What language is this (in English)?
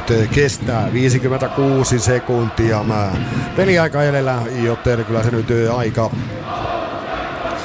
Finnish